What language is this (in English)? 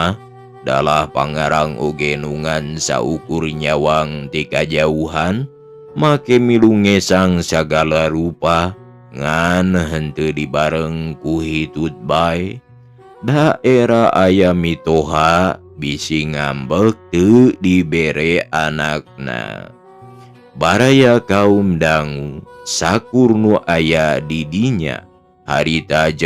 Sundanese